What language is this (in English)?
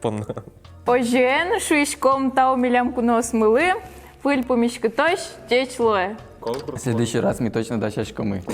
Udmurt